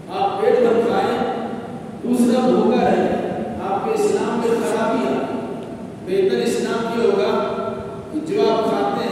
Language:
Urdu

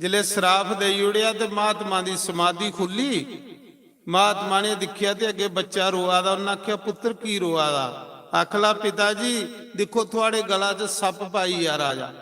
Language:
Dogri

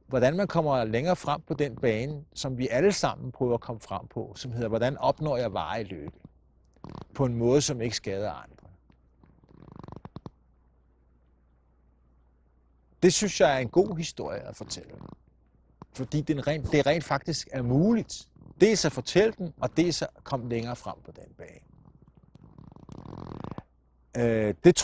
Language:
Danish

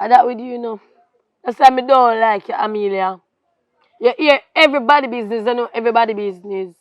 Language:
Jamaican Creole English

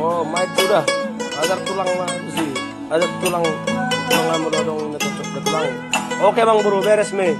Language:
Batak Toba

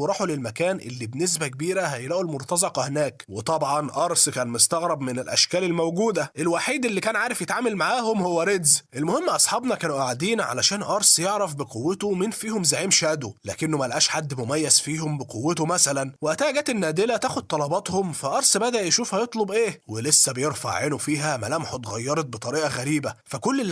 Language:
Egyptian Arabic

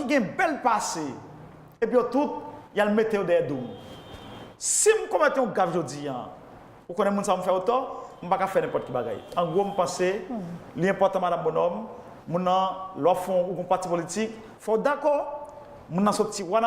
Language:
Haitian Creole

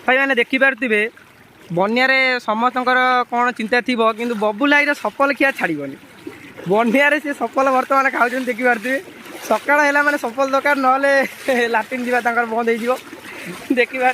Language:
Odia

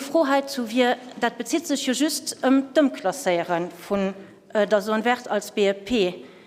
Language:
Luxembourgish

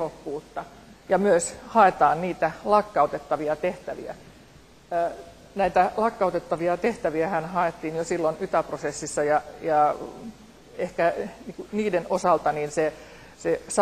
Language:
Finnish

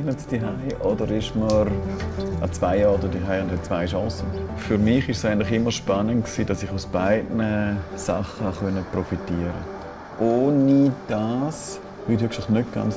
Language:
Romansh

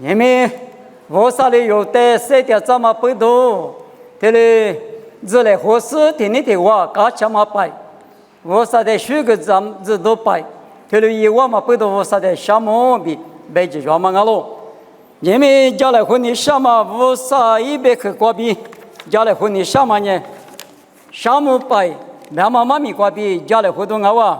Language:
Lisu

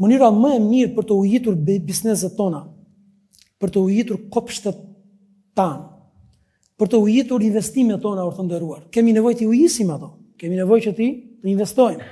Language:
Albanian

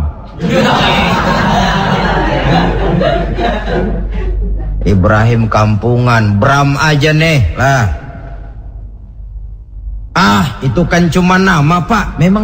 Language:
Indonesian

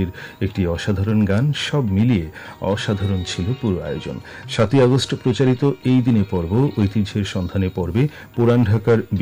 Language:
Bangla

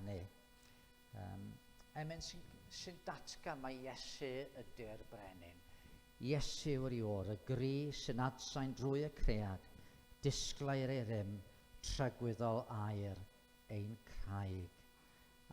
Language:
Welsh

